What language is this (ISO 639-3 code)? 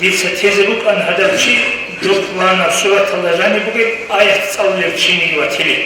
ava